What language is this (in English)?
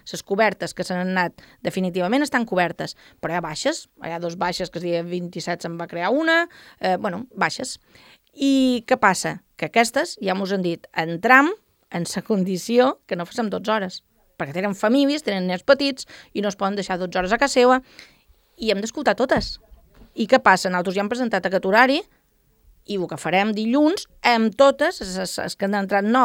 Catalan